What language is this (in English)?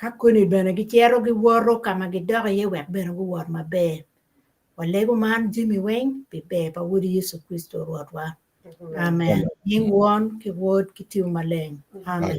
Acoli